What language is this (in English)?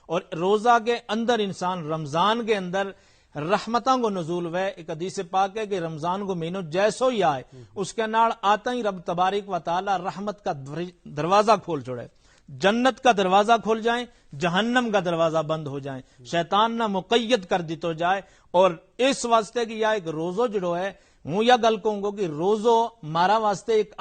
Gujari